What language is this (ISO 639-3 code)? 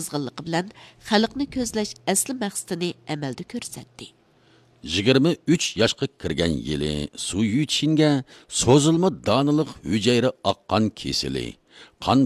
uig